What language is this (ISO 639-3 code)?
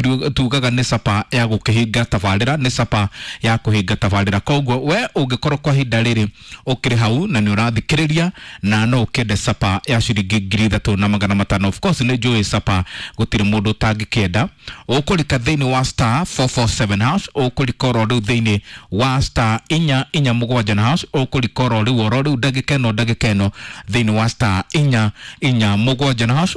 kik